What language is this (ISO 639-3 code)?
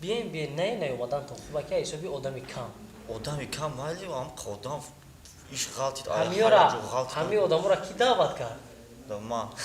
tgk